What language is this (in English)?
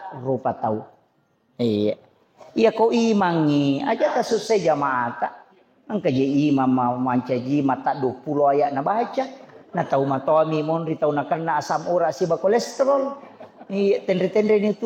Buginese